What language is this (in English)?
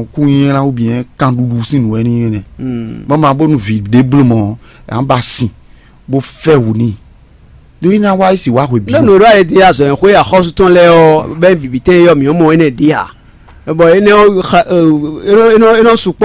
Fon